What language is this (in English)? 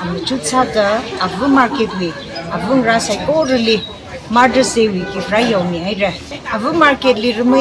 Tangkhul Naga (India)